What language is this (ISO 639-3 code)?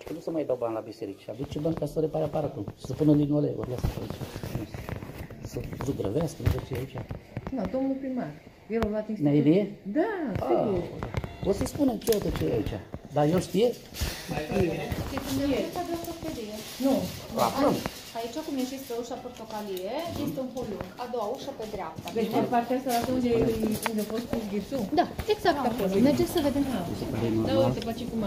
ron